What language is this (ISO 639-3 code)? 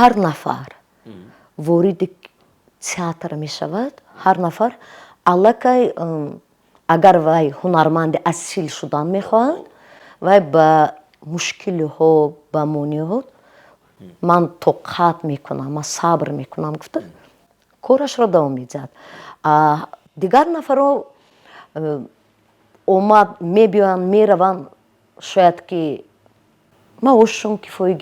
tgk